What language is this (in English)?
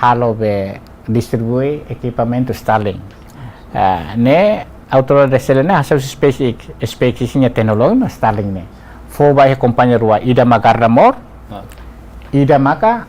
Tetum